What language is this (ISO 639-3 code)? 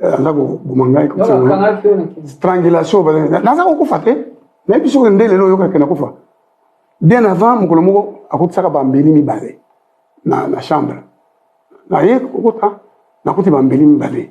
lin